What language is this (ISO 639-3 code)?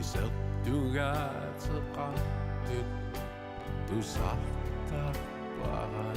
kal